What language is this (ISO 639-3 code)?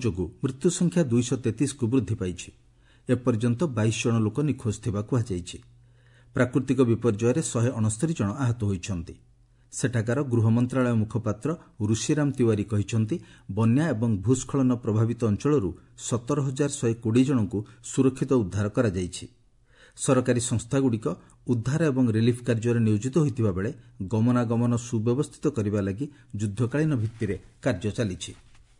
ori